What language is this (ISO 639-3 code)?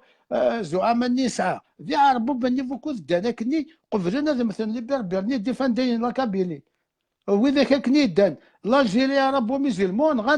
kab